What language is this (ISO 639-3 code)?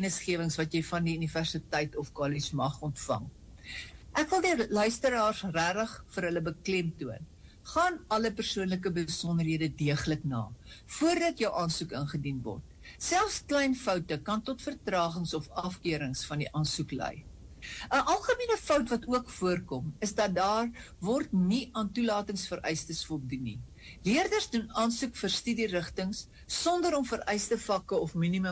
afr